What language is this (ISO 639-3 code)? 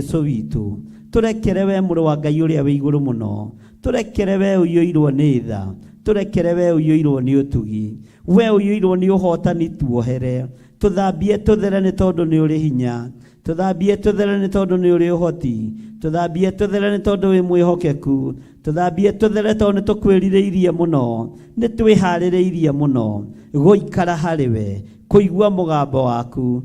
kik